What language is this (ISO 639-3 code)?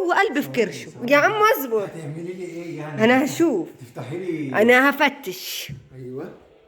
arz